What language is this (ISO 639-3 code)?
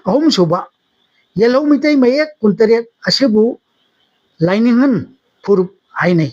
mni